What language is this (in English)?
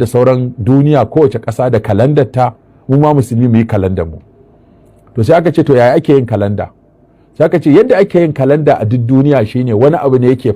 Hausa